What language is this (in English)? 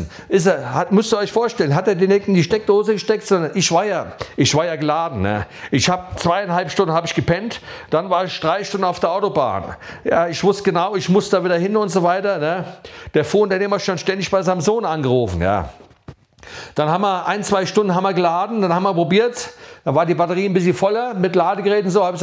German